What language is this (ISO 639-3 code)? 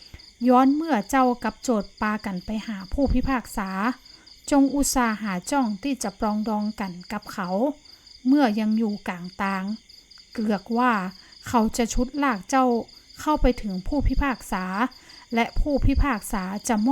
nod